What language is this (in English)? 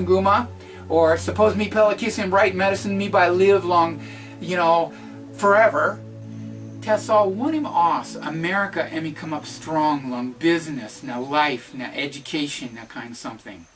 Tok Pisin